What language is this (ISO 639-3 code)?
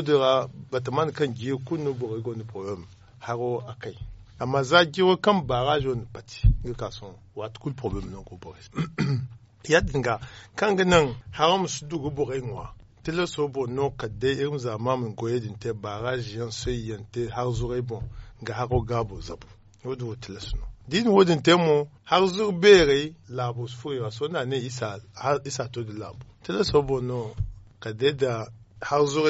dje